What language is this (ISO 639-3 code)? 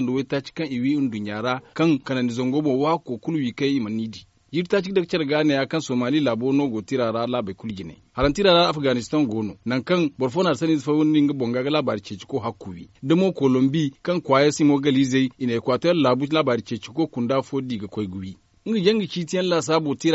dje